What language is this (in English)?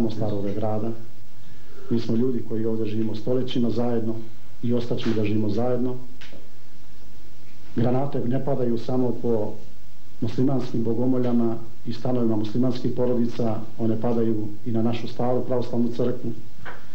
Bosnian